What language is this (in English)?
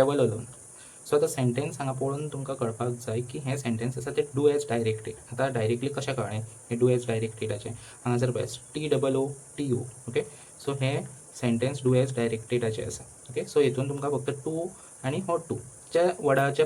Konkani